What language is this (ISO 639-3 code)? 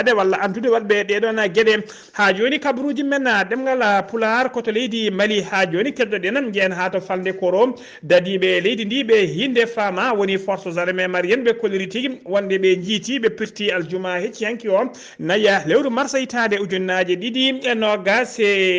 ful